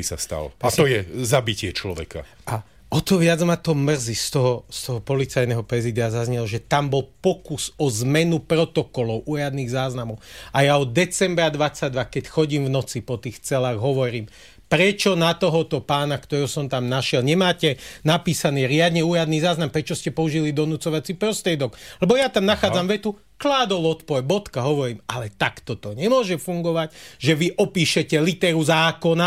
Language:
Slovak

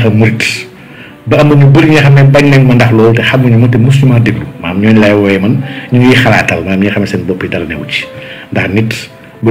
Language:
Wolof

